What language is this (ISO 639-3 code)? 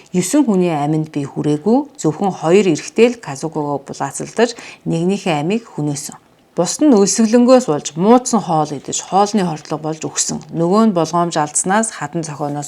mon